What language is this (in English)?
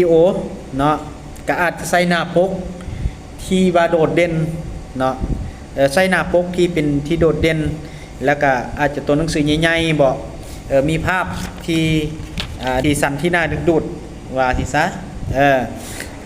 Lao